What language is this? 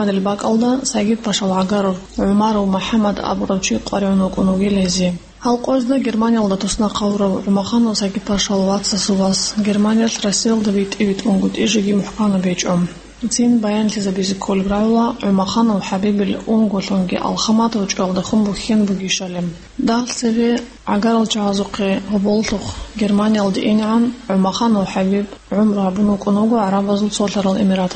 Avaric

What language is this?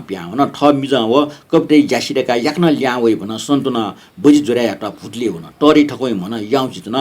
Newari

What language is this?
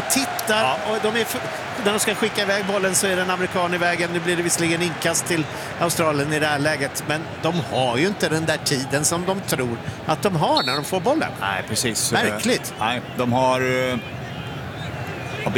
Swedish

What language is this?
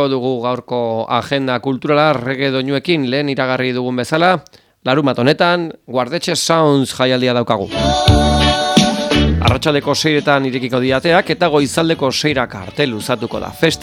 Basque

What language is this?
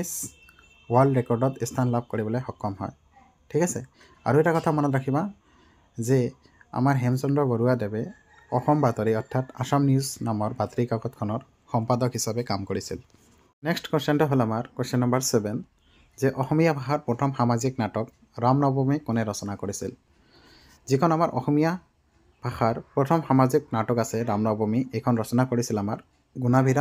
Assamese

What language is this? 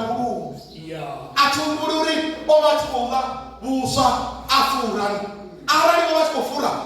Venda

